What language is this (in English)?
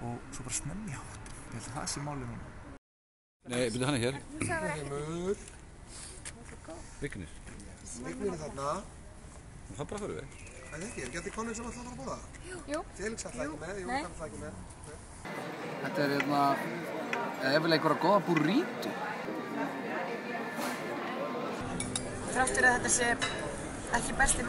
Icelandic